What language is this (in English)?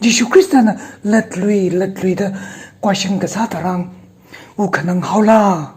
Tangkhul Naga (India)